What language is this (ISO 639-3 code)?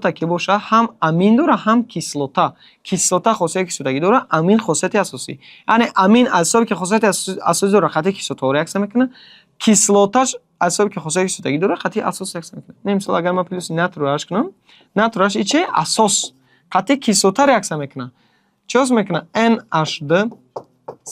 tgk